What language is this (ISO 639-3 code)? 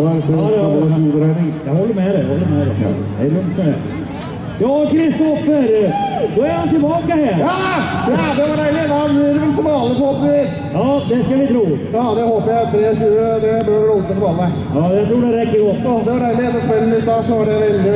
nor